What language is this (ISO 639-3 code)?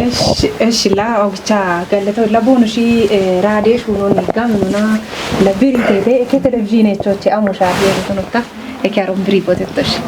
kbr